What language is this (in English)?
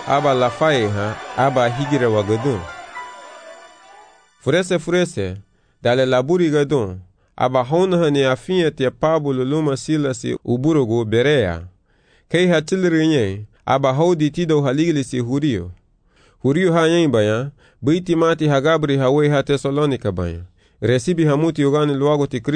Garifuna